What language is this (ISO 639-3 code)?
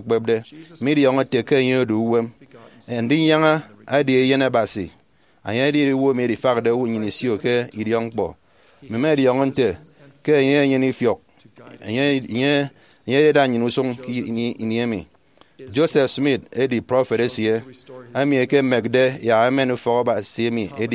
efi